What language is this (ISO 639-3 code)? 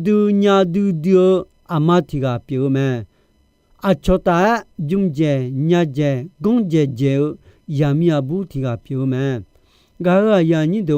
ahk